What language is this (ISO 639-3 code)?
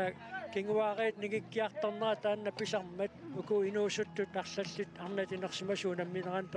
kal